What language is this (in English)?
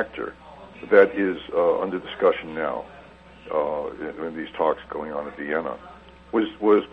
English